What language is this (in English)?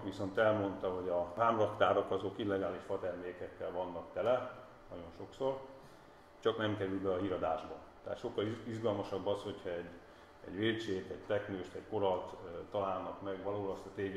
Hungarian